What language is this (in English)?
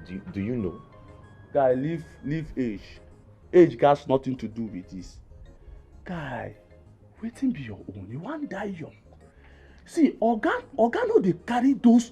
Nigerian Pidgin